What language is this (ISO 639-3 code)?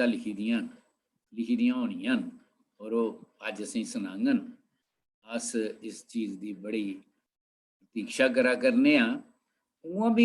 doi